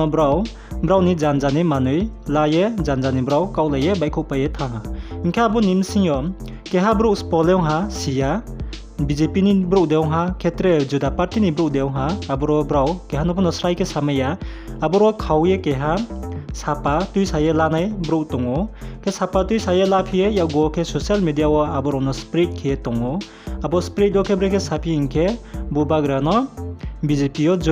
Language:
Riang (India)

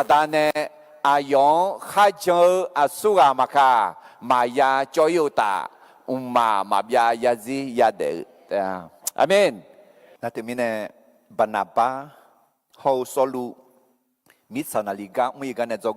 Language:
Akha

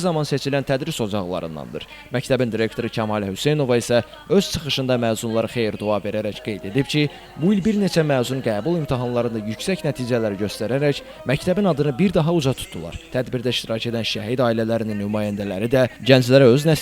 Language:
Azerbaijani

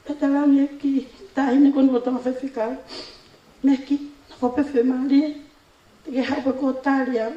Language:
Tongan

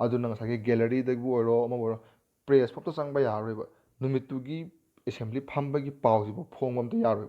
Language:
Manipuri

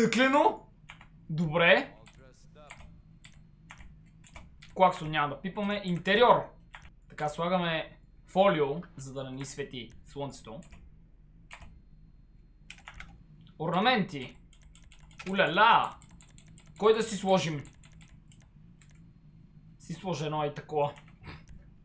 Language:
Bulgarian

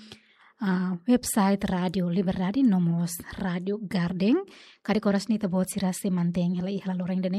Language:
Tetum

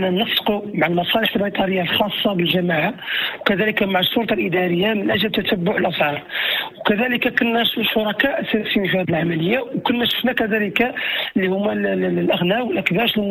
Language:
Moroccan Arabic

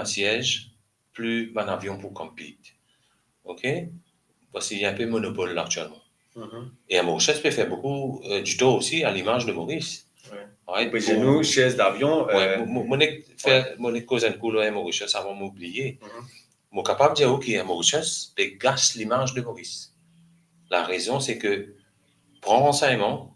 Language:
Morisyen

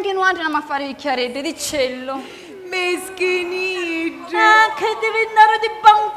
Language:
Sicilian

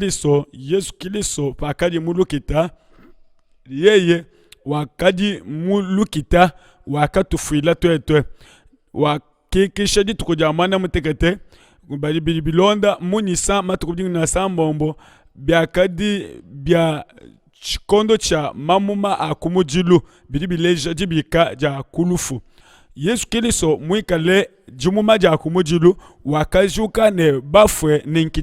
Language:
Luba-Lulua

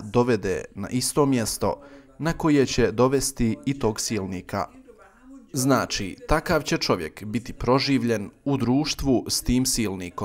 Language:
Bosnian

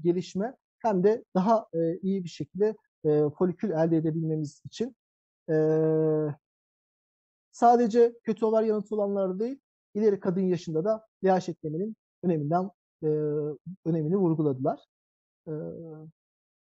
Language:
Turkish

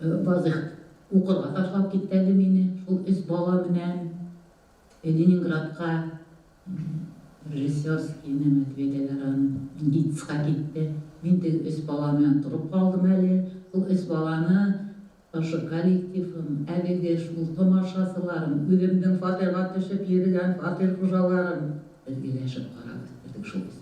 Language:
Bashkir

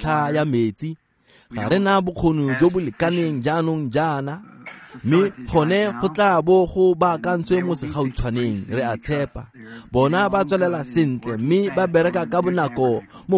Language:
Tswana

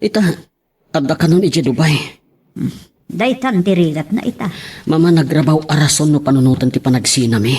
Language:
Iloko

